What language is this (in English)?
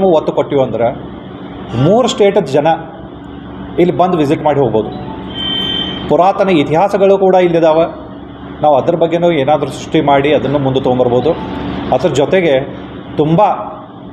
Kannada